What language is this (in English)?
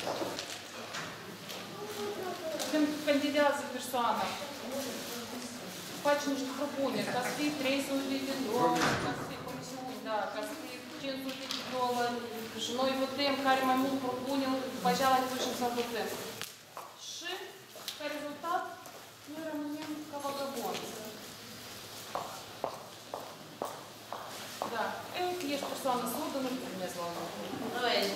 Romanian